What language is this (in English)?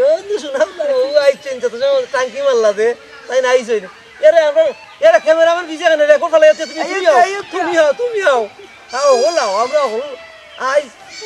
Sylheti